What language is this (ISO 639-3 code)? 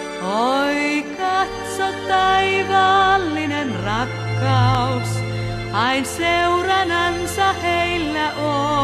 fin